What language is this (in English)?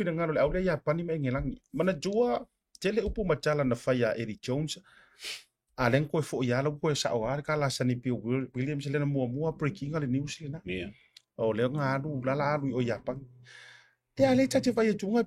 Samoan